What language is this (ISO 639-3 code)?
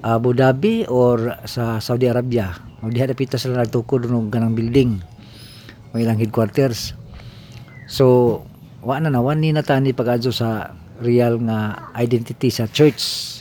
ceb